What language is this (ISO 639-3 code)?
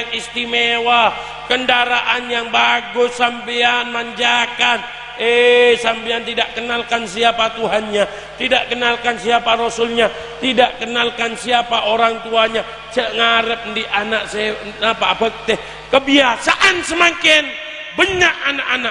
mad